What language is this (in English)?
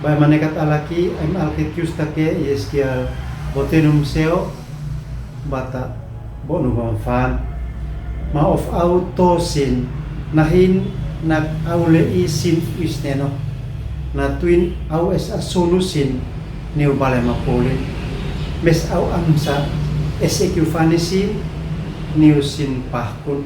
Uab Meto